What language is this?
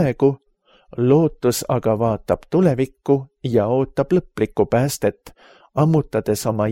Estonian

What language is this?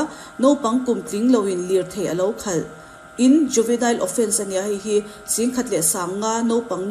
Mizo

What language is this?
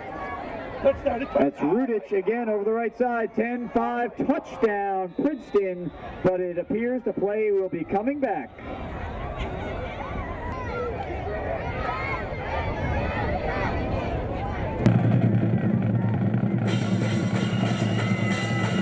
English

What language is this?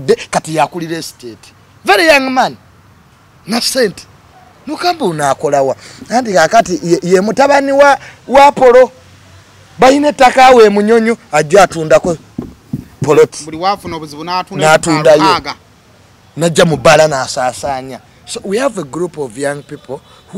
Ganda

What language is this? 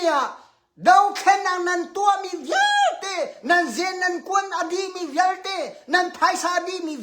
Hakha Chin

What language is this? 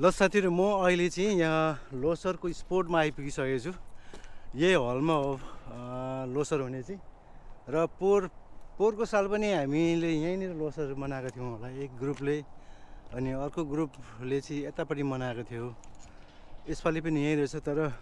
Nepali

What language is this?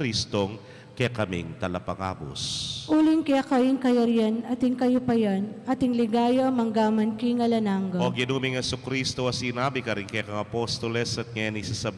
Pampanga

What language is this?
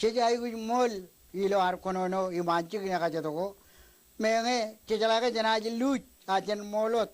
Marshallese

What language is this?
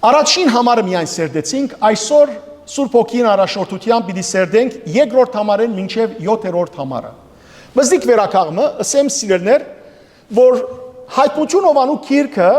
Western Armenian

